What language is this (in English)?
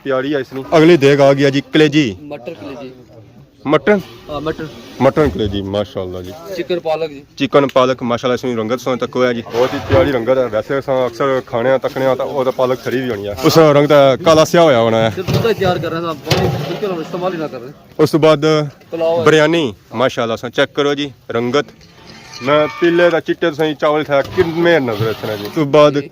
Pahari-Potwari